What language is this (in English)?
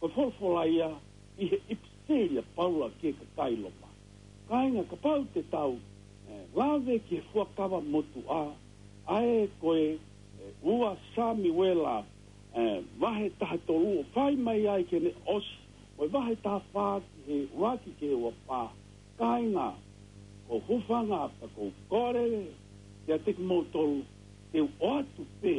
Tongan